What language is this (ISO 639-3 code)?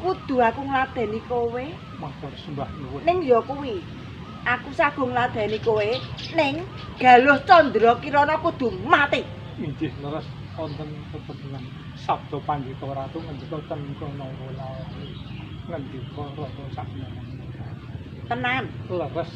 jav